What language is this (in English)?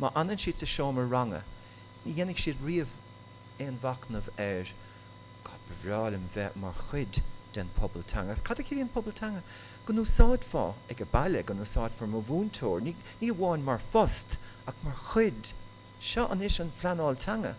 Irish